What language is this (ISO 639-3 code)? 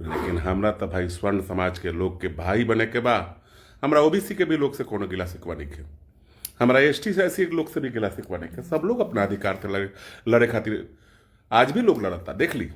bho